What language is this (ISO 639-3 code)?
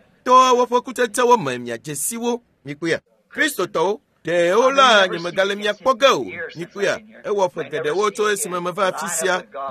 ewe